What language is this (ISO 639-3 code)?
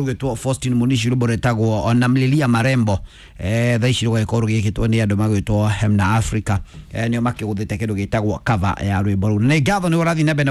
kik